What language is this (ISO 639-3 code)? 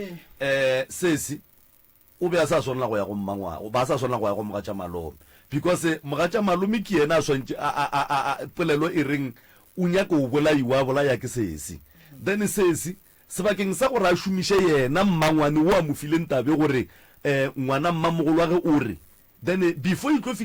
nso